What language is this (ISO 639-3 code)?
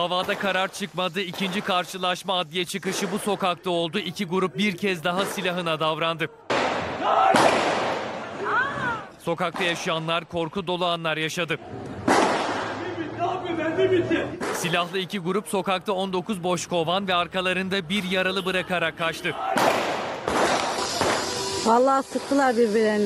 tur